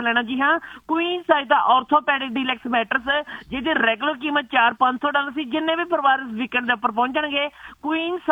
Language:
Punjabi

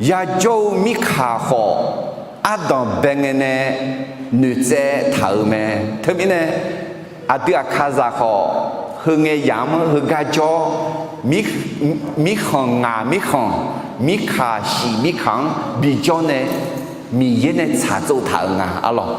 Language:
Akha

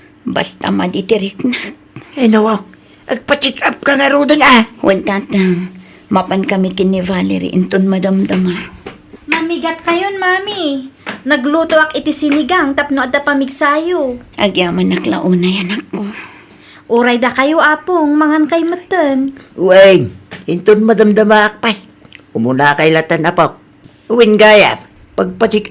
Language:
Iloko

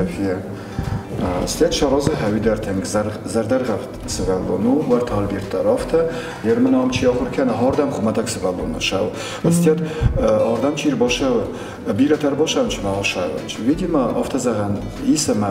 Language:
Ossetic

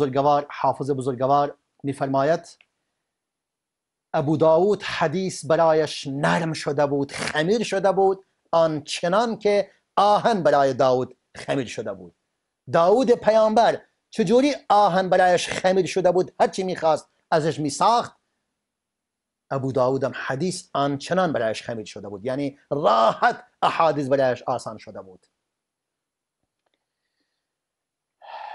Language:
Persian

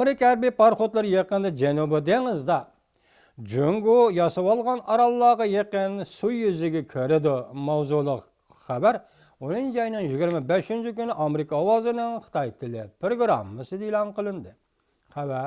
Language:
Uyghur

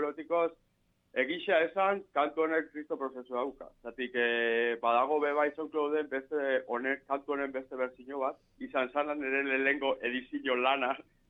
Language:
Basque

